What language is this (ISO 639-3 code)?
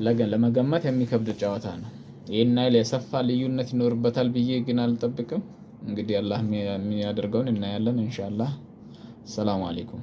amh